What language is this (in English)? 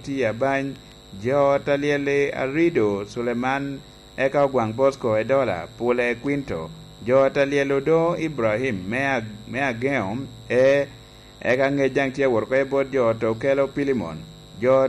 Lango (Uganda)